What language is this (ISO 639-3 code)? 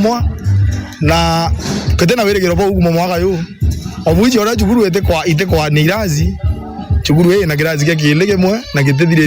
mer